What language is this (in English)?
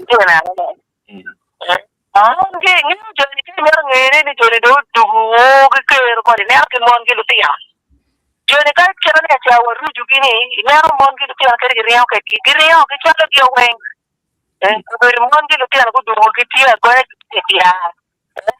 Acoli